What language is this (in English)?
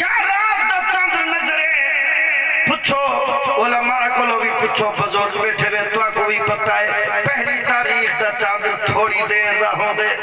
Saraiki